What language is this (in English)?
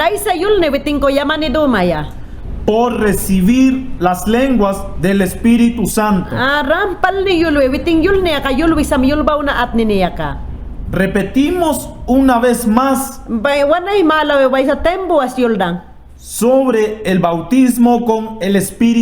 Mayangna